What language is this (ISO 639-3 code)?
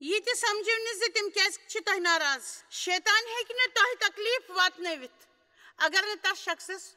kas